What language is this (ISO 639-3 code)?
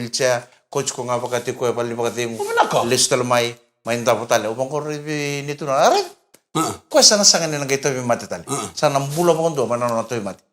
fij